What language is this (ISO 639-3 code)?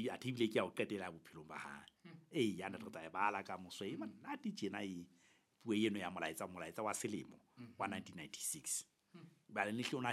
sot